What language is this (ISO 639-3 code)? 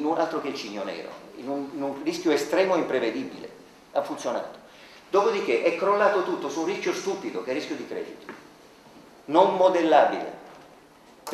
ita